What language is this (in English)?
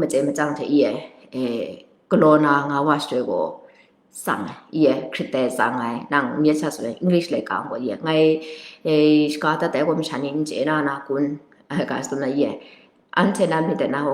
Kachin